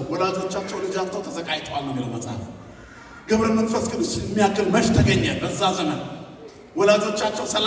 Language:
Amharic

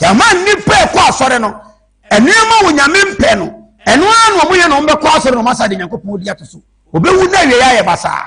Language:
Akan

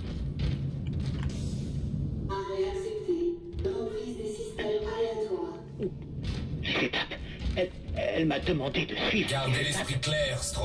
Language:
French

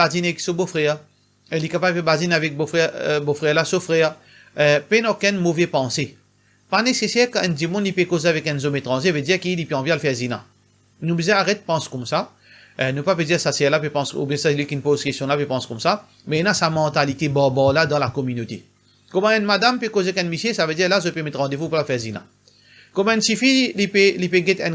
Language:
Morisyen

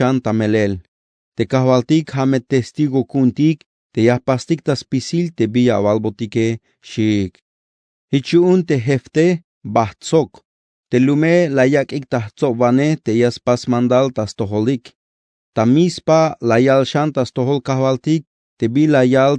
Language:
Tzeltal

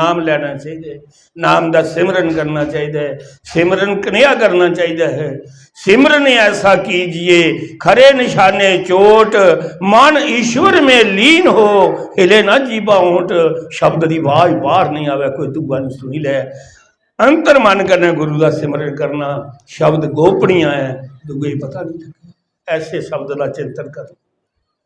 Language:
Dogri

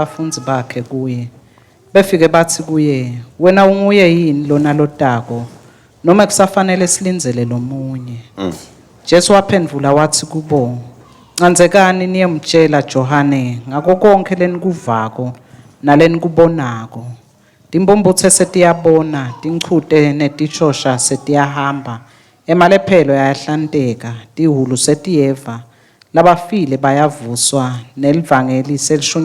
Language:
Swati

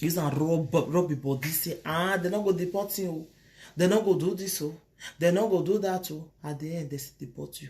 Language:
Nigerian Pidgin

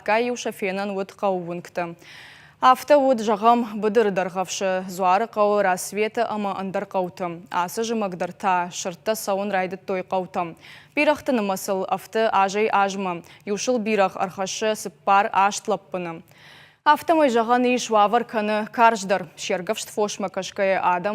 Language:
Ossetic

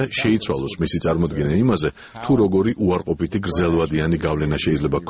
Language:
Georgian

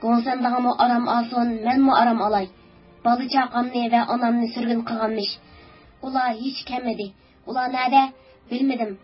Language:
Uyghur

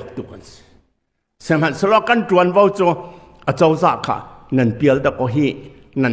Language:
Hakha Chin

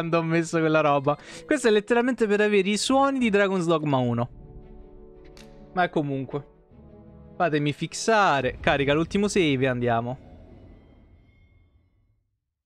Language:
Italian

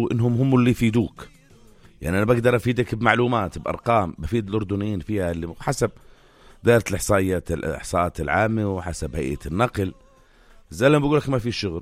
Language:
North Levantine Arabic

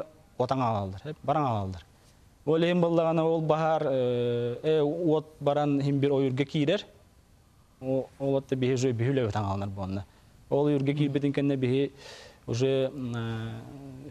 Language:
Yakut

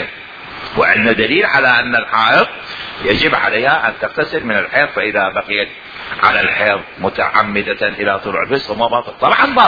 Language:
Mesopotamian Arabic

